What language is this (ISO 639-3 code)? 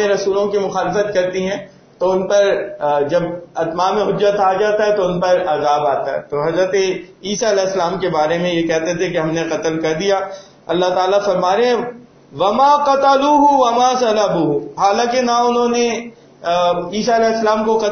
urd